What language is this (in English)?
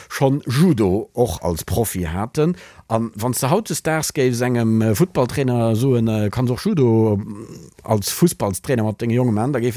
Luxembourgish